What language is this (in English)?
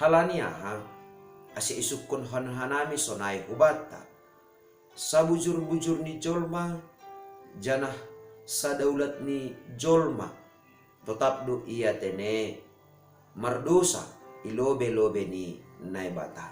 Batak Simalungun